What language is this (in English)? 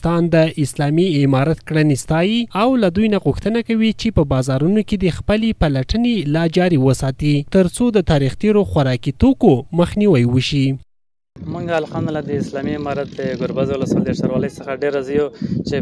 Pashto